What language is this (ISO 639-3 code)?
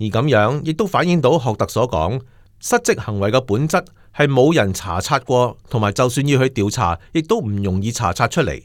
yue